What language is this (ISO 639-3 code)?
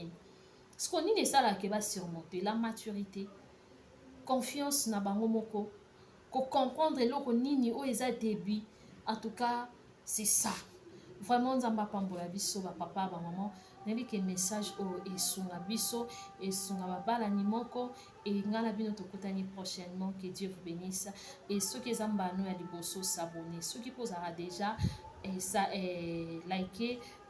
lin